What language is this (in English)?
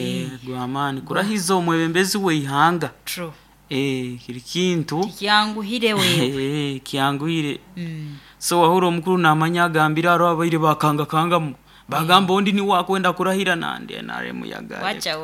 Nyoro